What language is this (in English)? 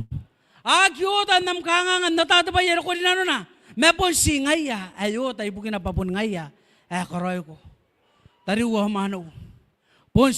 Gilbertese